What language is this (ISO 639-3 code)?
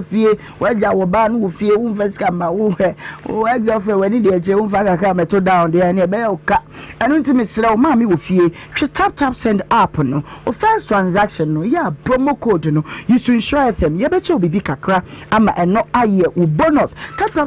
aka